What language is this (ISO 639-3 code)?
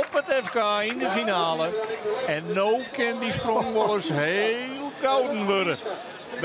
fry